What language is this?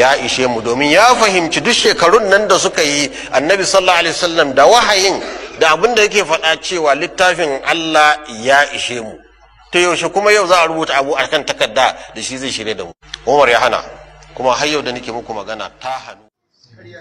Hausa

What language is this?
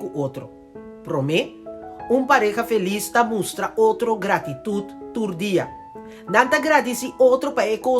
Papiamento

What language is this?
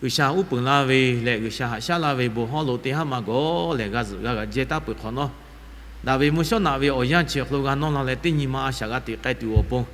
Lahu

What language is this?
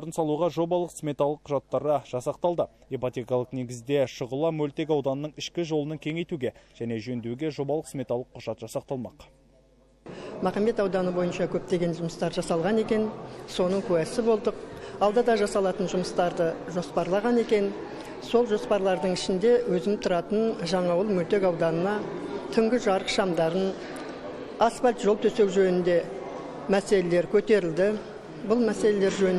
Kazakh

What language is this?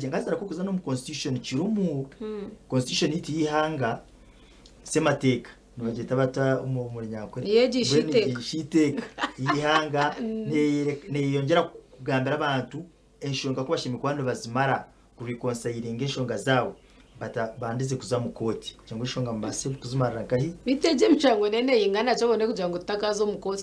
Nyankole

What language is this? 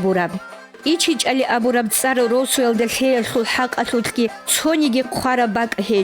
Avaric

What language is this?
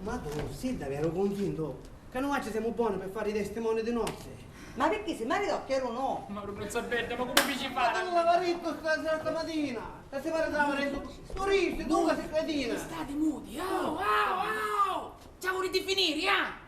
Sicilian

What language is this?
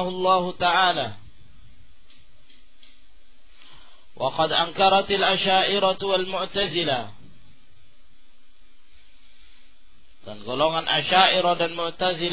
Indonesian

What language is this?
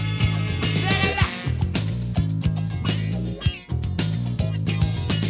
Spanish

